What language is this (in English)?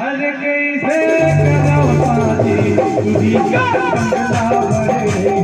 Chhattisgarhi